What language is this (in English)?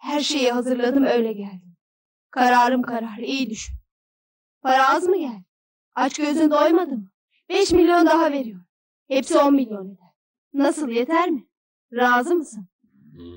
Turkish